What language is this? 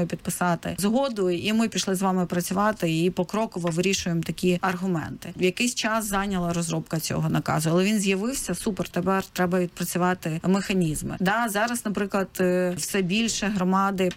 Ukrainian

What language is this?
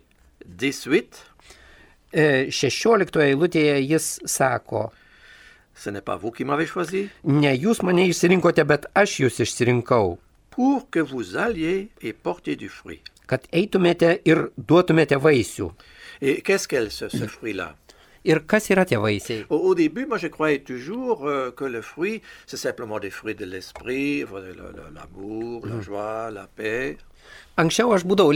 Lithuanian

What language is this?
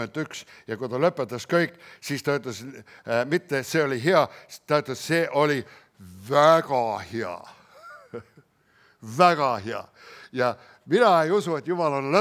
Estonian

